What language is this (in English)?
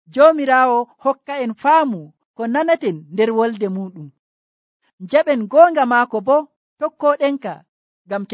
Nigerian Fulfulde